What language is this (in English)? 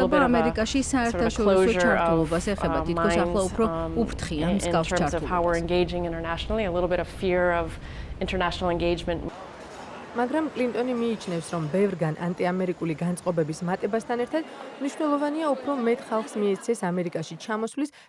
Georgian